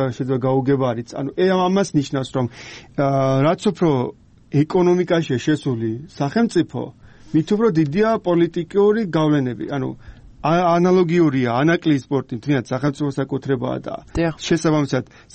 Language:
Georgian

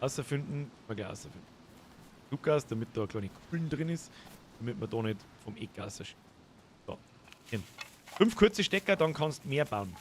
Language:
Bavarian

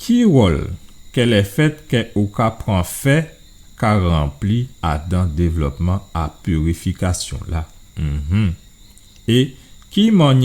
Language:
Guadeloupean Creole French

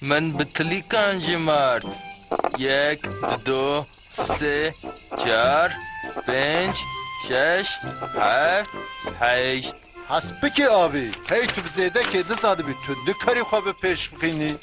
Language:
Kurdish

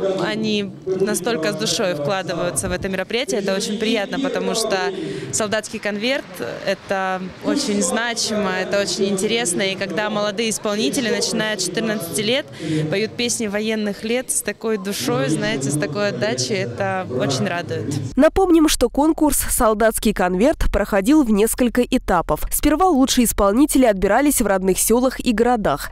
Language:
Russian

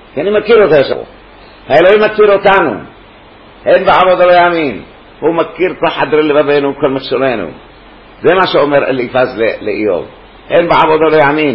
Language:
Hebrew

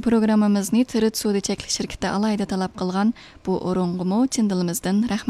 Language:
Uyghur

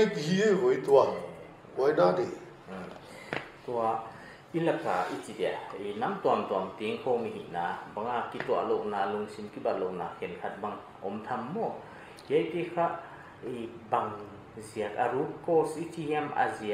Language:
Paite Chin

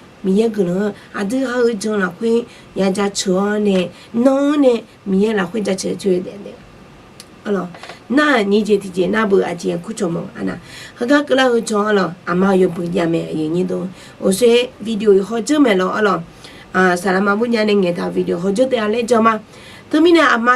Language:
Akha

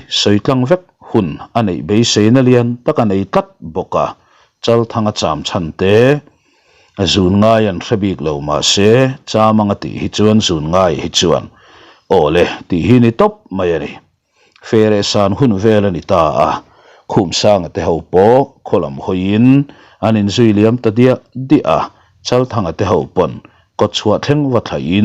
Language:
Mizo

